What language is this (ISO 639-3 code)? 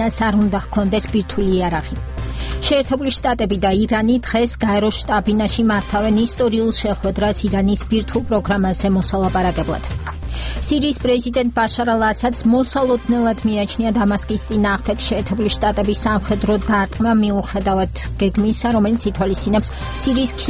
kat